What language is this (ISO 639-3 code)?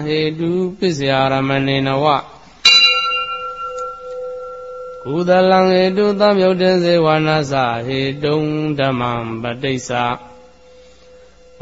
mya